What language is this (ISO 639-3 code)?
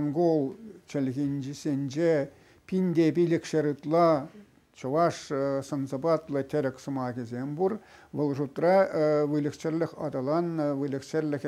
chv